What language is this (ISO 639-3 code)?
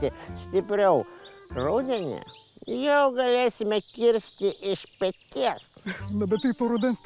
lit